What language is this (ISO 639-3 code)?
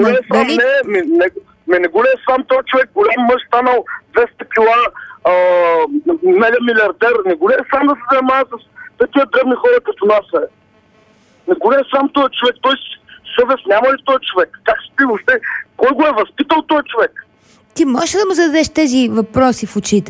bul